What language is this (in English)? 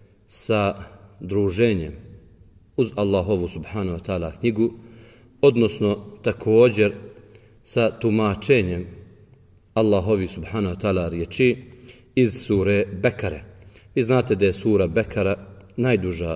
Bosnian